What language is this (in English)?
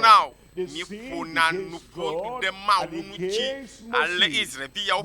Ewe